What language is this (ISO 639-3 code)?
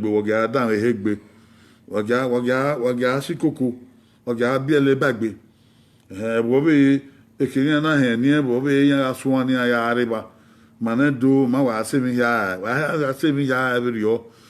bin